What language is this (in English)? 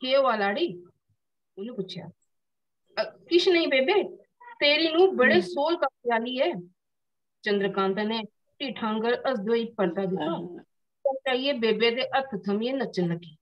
Dogri